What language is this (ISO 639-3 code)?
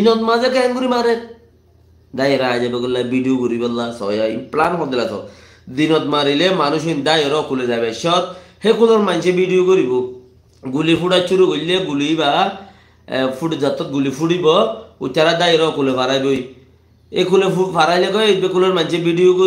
rhg